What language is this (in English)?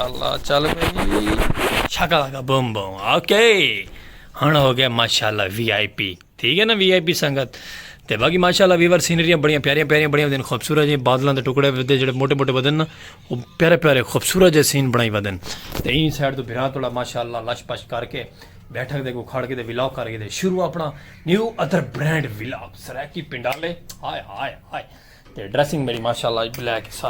Saraiki